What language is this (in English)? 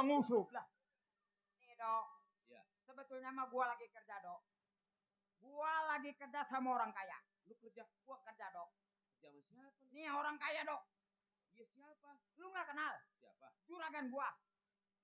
Betawi